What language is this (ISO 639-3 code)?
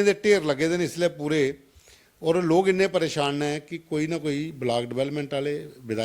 doi